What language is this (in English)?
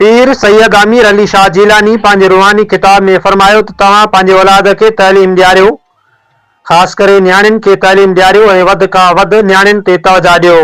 Sindhi